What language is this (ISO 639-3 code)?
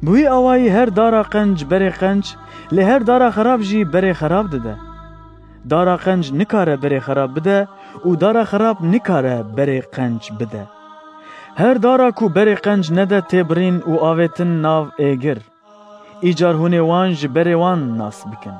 kur